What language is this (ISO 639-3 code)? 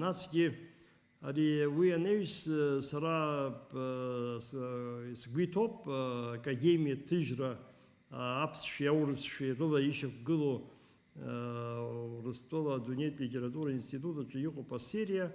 abk